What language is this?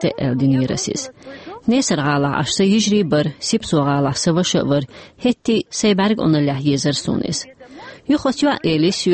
Chechen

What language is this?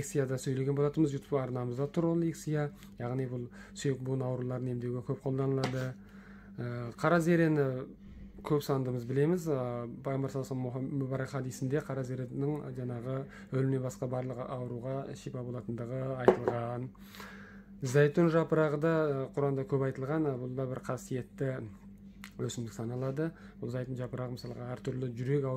Kazakh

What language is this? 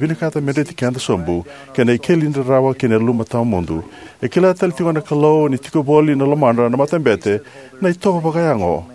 Fijian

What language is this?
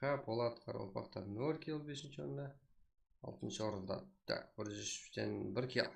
Kara-Kalpak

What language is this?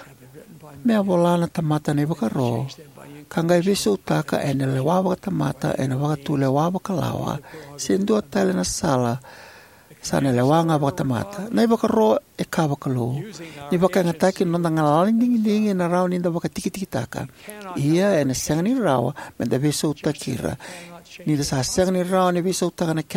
Fijian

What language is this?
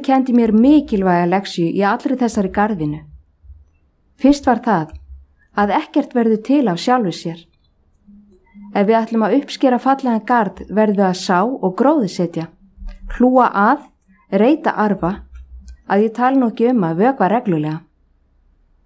Icelandic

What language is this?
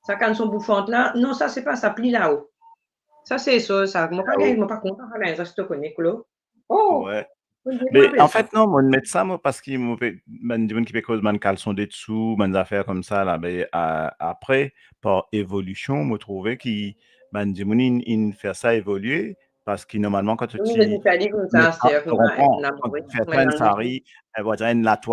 Morisyen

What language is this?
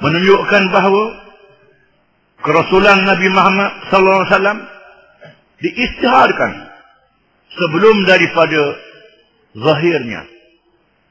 Malay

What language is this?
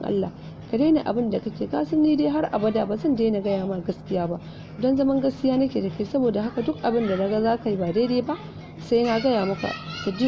Hausa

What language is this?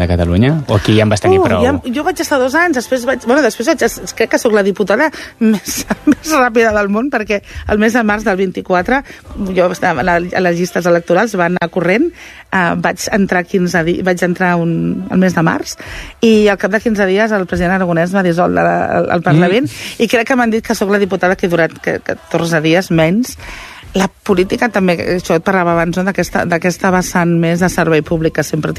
Catalan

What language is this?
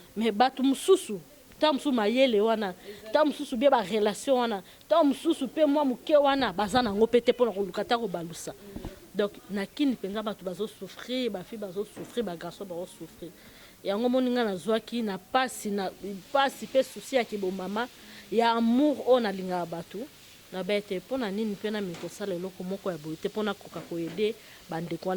Lingala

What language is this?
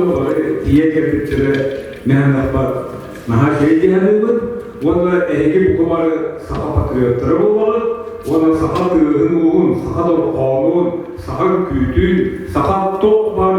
Yakut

